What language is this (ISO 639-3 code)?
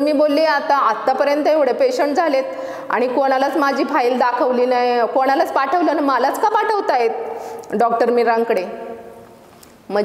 mar